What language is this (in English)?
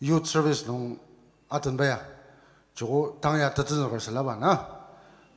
Ao Naga